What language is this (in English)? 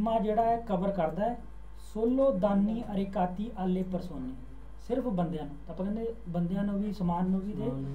Punjabi